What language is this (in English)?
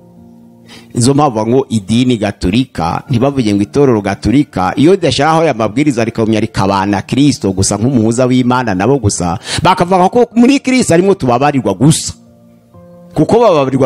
Kinyarwanda